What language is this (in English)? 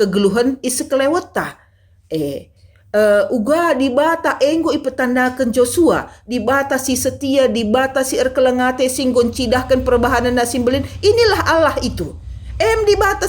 Batak Karo